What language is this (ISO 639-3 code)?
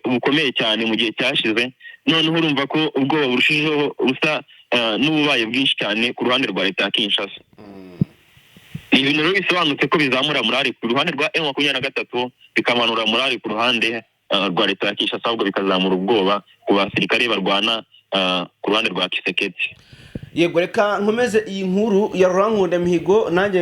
kin